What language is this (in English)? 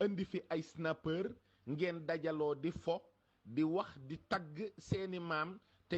Wolof